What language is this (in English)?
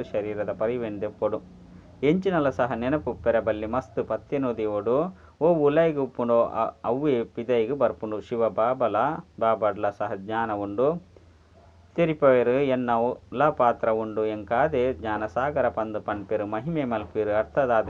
Tulu